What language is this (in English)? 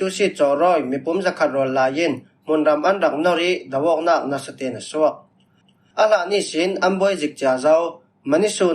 Falam Chin